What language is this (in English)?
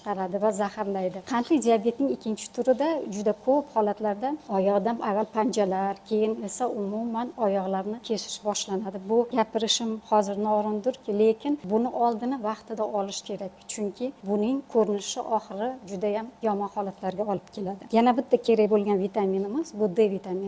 Uzbek